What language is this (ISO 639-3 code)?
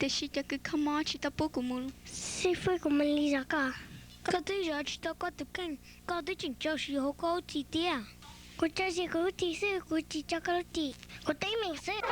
hmn